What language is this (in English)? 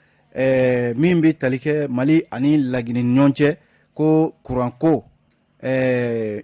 Bambara